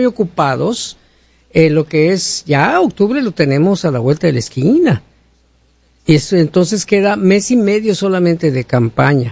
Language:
Spanish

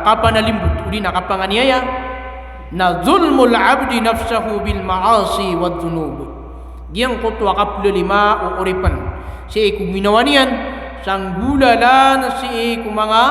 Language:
Maranao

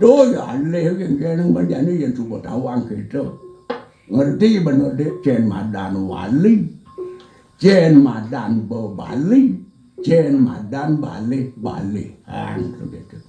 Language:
Balinese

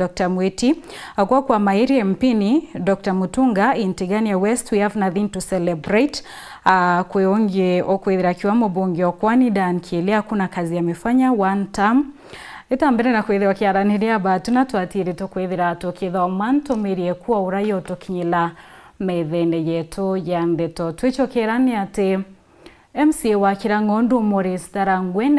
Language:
Meru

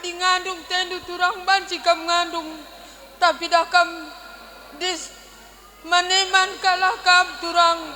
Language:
Batak Karo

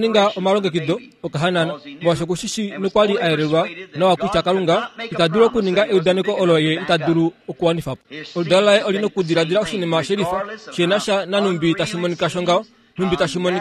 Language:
Kuanyama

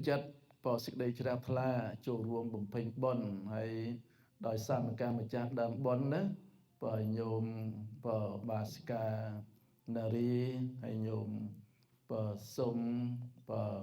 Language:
Khmer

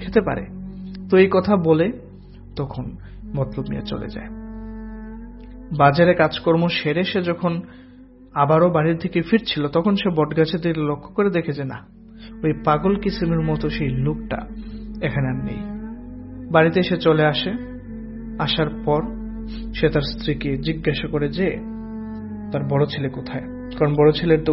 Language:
Bangla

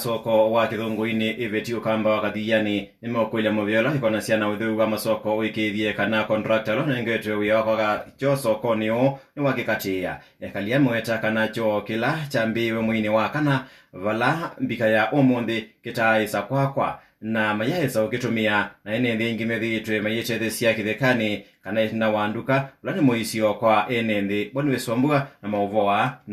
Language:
Kamba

